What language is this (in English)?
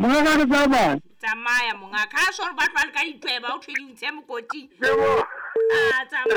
Southern Sotho